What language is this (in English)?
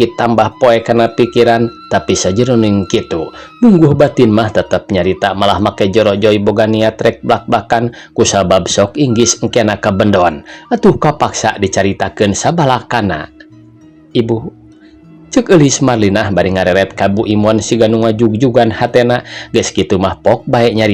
Sundanese